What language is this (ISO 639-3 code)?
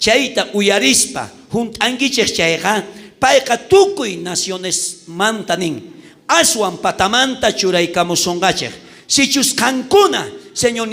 quh